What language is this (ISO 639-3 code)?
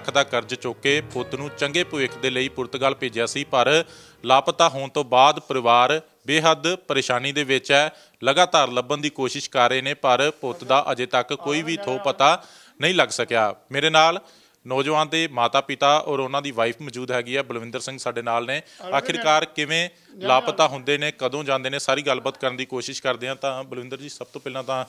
pan